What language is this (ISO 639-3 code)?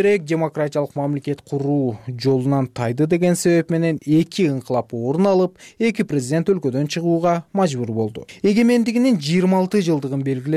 kir